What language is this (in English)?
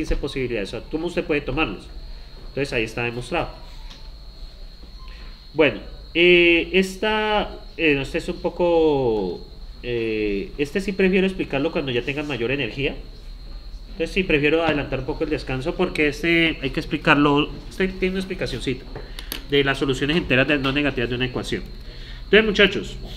Spanish